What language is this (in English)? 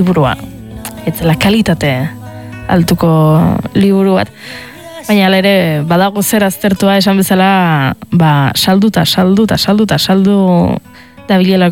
Basque